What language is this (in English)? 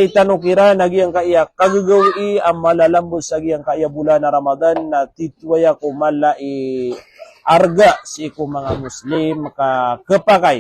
Maranao